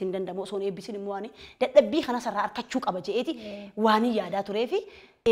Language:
Oromo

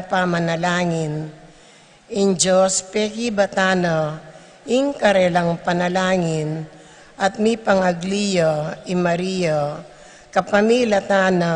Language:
Pampanga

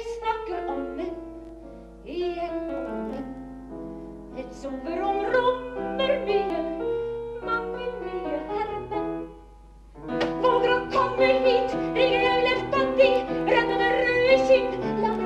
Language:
Norwegian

